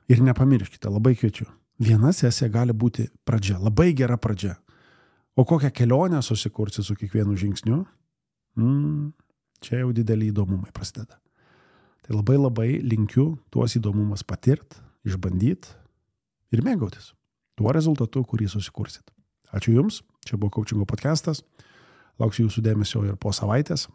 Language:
Lithuanian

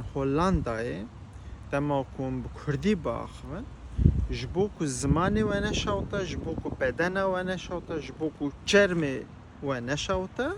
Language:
Kurdish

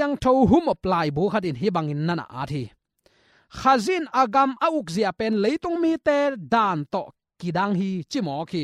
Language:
Tedim Chin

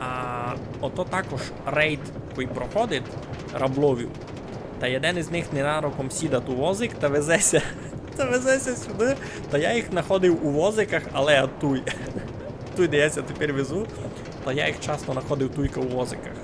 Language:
Rusyn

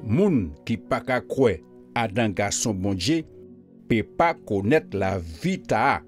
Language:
Guadeloupean Creole French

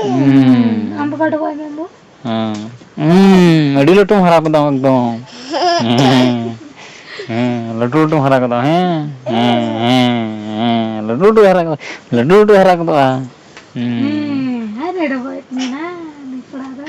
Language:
Santali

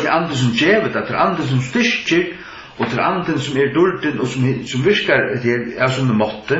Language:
Faroese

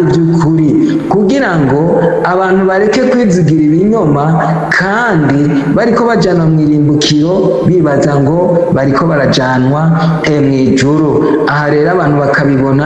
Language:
Rundi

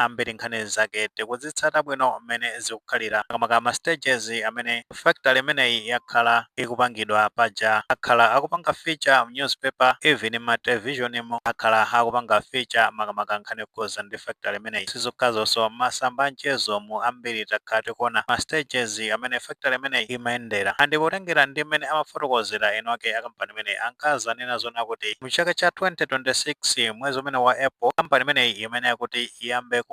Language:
Nyanja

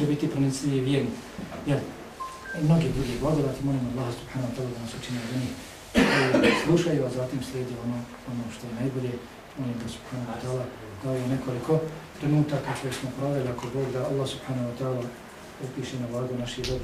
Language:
Bosnian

